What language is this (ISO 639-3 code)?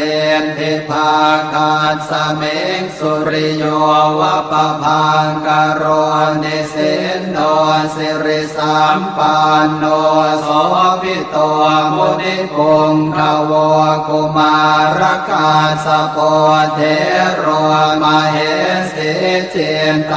pli